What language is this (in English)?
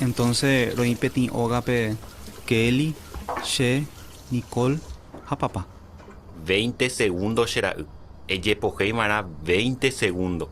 Guarani